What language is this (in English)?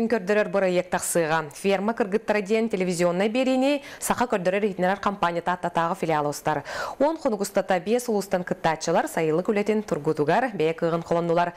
Yakut